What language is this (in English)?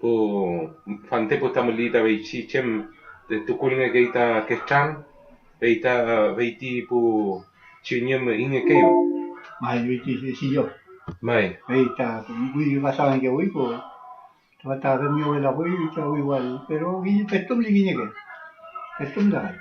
Mapuche